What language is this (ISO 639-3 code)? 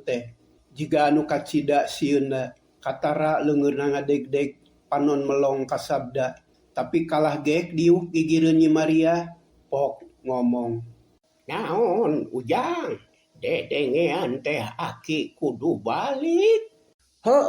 sun